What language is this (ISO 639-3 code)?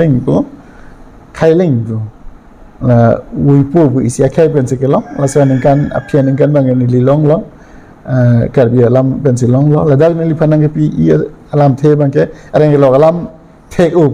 mjw